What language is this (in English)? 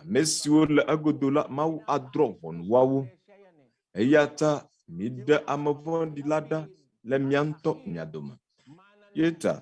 Ewe